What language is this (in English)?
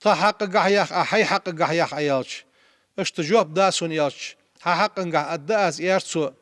Ingush